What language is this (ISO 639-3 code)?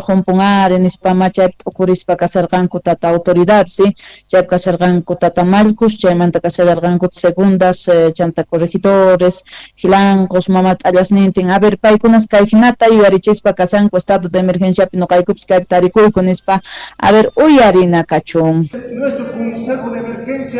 que